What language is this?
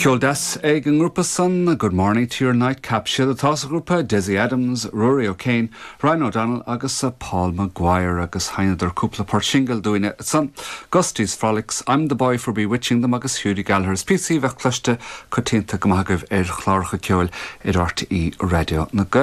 Irish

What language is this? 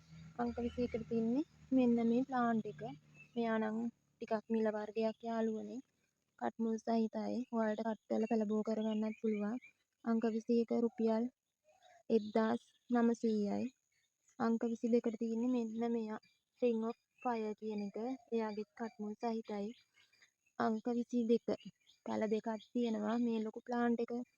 Sinhala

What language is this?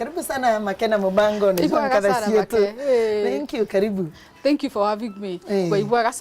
Meru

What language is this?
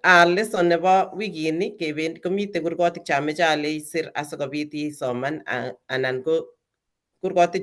Kalenjin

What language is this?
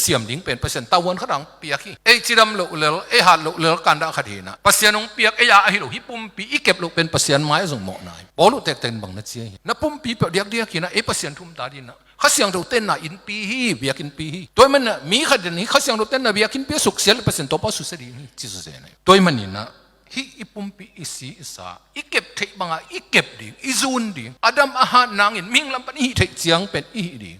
Tedim Chin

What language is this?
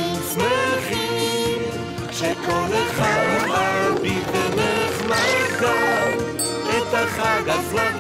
Hebrew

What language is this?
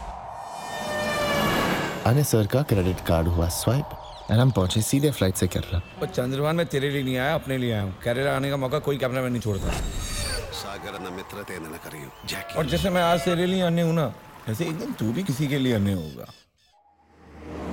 Hindi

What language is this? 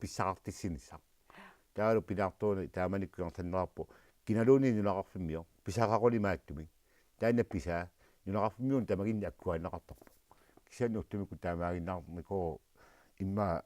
Kalaallisut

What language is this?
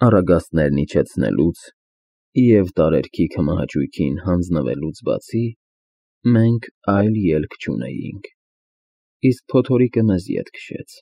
Armenian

